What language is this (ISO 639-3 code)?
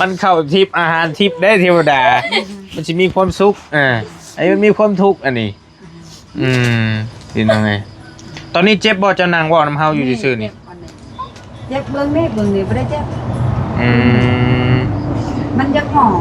tts